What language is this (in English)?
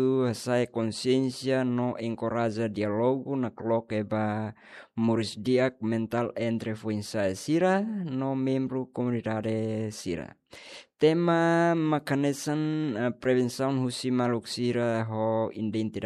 Tetum